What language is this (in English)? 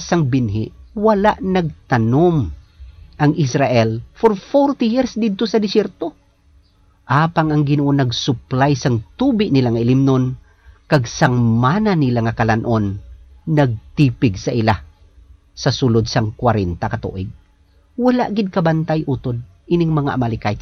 Hiligaynon